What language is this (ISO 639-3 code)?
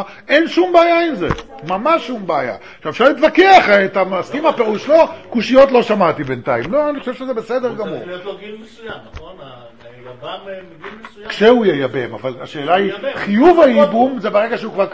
heb